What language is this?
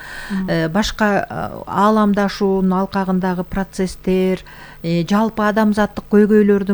Kyrgyz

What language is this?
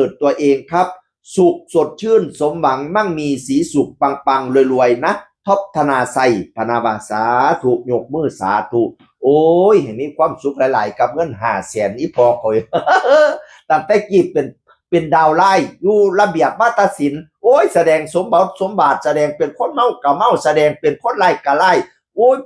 Northeastern Thai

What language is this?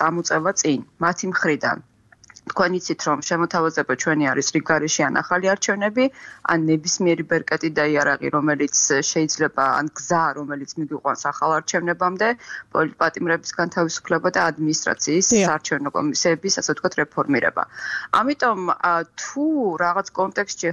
Georgian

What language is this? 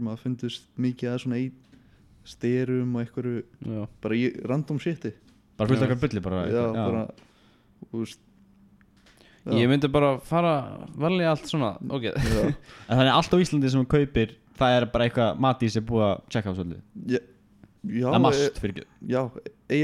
Icelandic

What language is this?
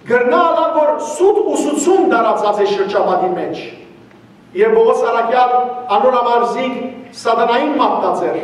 Western Armenian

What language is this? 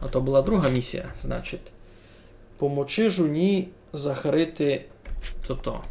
Rusyn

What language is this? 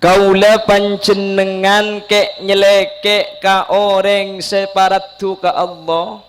Madurese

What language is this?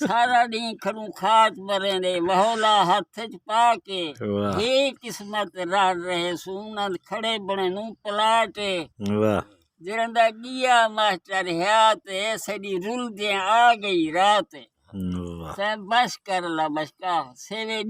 Saraiki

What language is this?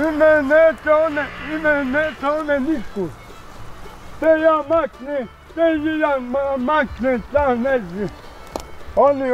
Bosnian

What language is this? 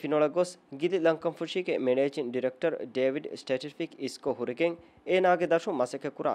Divehi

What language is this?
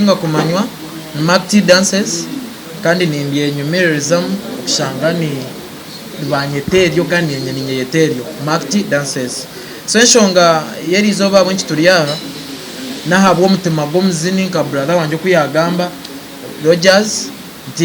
Nyankole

